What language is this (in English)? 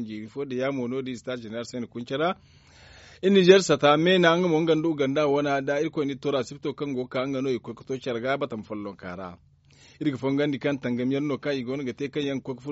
Zarma